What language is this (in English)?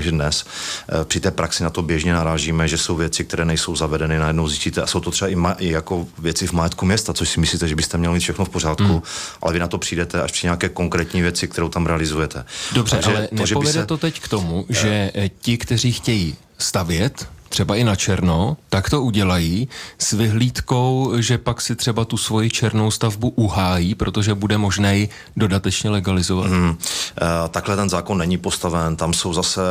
Czech